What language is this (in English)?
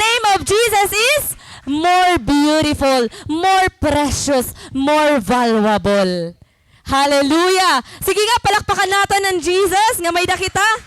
Waray